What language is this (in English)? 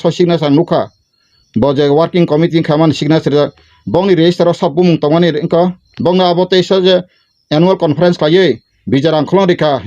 Kok Borok